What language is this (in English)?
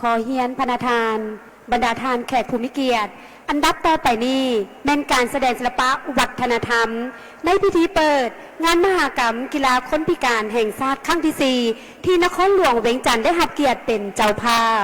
Lao